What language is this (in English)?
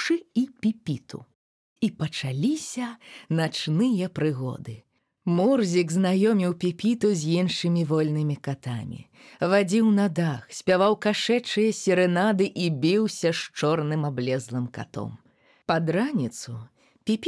Belarusian